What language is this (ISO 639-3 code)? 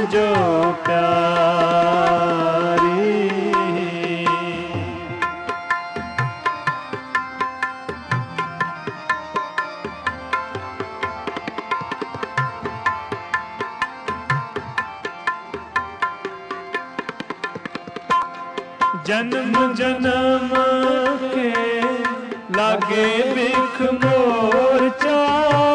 pan